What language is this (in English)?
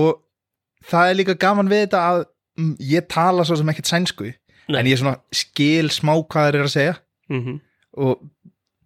Icelandic